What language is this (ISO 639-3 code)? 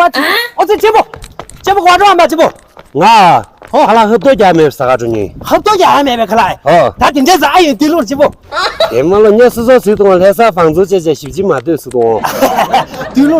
bod